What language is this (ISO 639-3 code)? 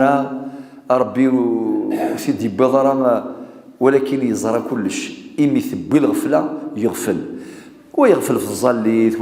kab